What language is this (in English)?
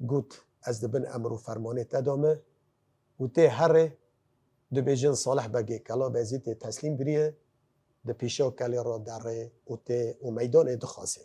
Kurdish